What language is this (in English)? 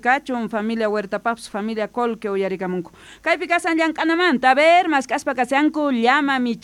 South Bolivian Quechua